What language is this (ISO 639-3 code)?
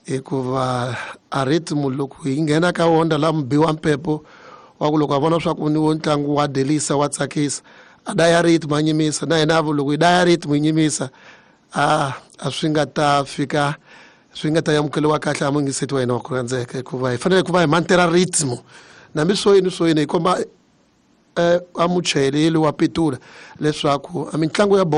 tso